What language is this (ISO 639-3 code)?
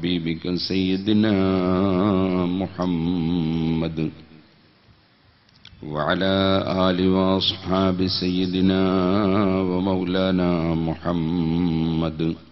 mal